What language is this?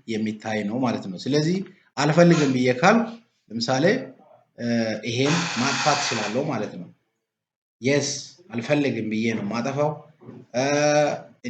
Amharic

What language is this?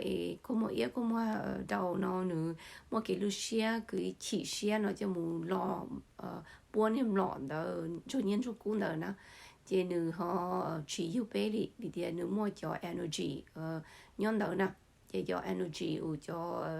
Hmong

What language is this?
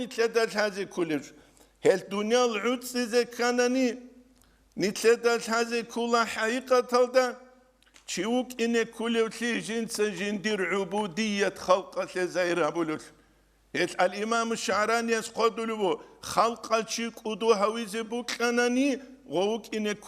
Avaric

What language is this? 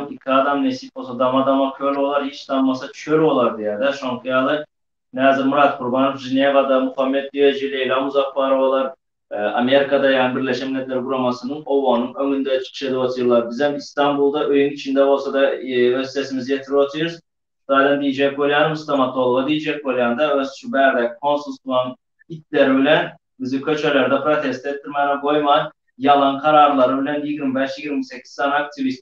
Turkmen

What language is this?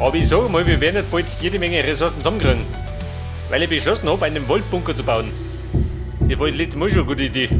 Bavarian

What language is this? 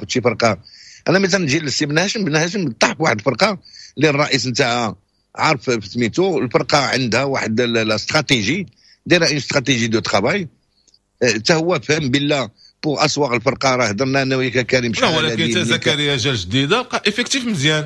Moroccan Arabic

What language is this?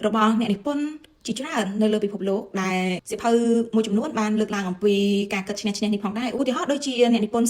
Khmer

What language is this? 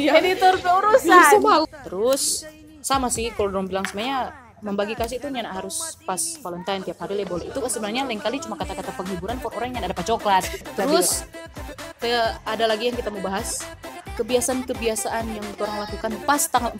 Manado Malay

